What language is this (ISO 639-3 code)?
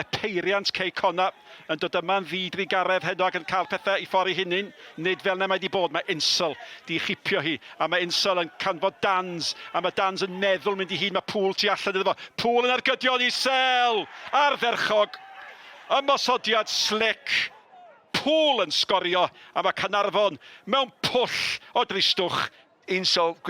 cym